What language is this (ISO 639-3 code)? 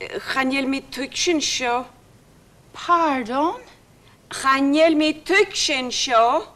gla